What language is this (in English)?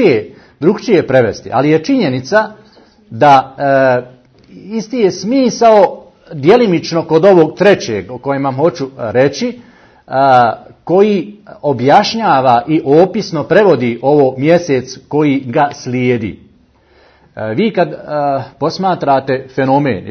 Bosnian